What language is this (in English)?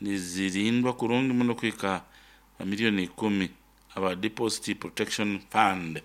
Nyoro